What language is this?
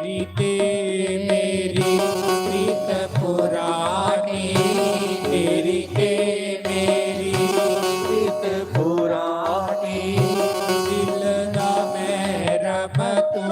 Dogri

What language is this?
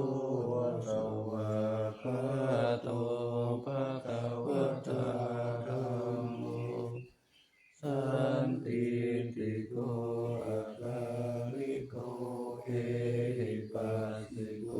Pali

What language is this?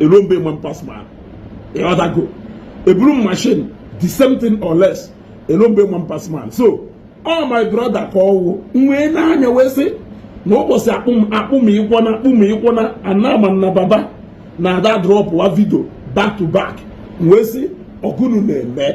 Igbo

